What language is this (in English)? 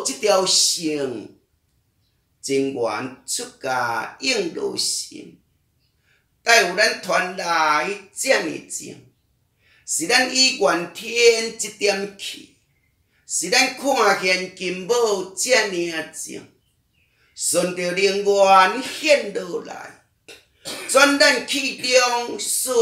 Min Nan Chinese